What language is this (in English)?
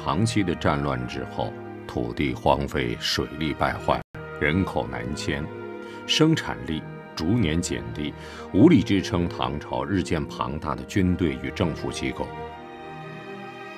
Chinese